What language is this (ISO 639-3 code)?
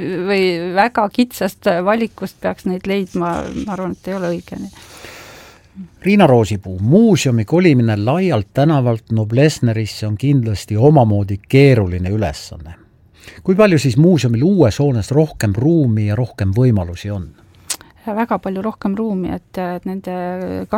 est